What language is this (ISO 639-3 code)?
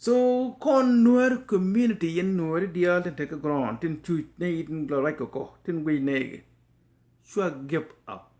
nus